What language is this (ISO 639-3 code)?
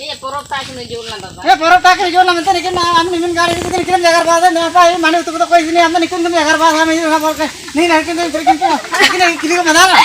hoc